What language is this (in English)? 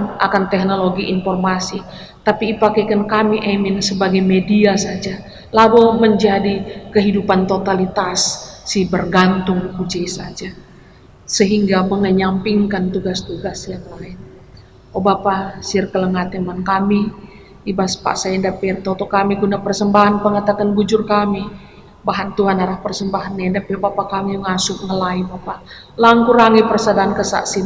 Batak Karo